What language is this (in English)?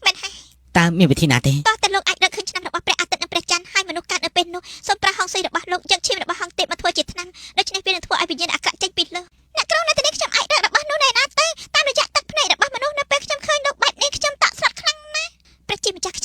Khmer